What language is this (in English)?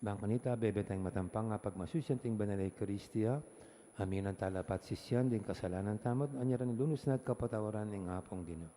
Pampanga